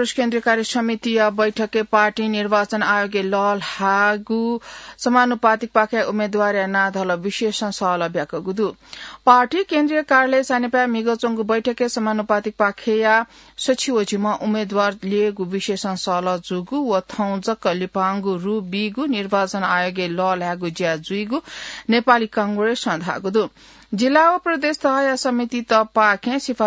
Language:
Newari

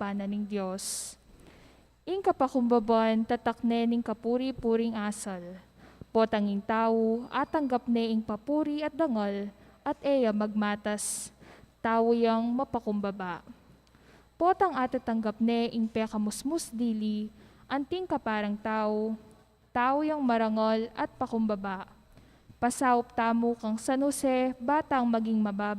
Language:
Pampanga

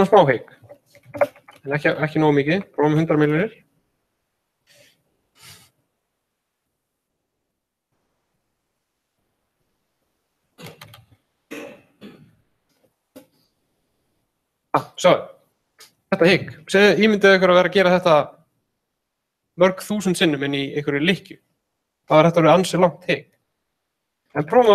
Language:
Icelandic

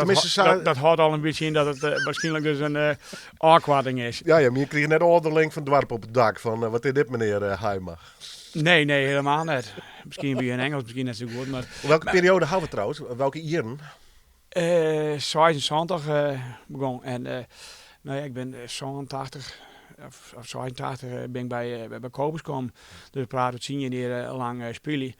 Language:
Western Frisian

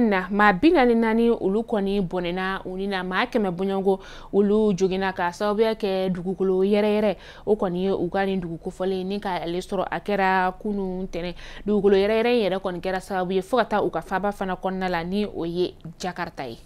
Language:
Bambara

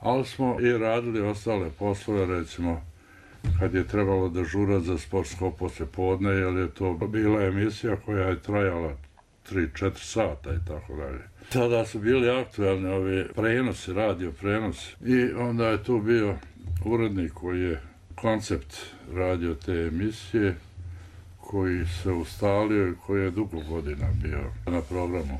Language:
Bosnian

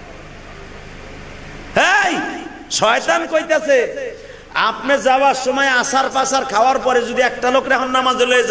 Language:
Bangla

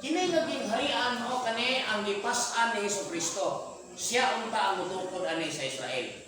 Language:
Cebuano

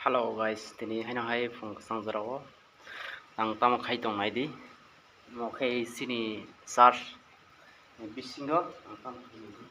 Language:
Kok Borok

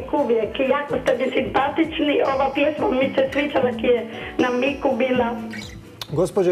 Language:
Croatian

